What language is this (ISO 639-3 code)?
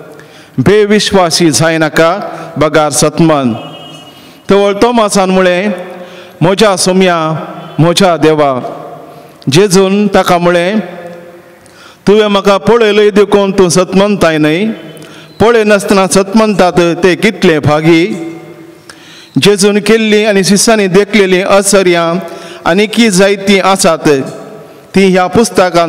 kok